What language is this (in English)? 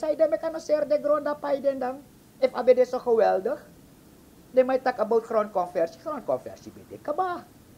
Sranan Tongo